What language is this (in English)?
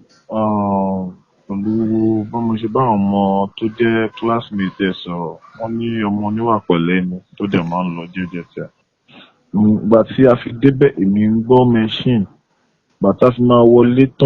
Yoruba